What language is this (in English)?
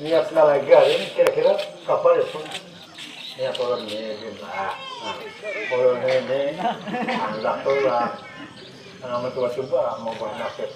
Banjar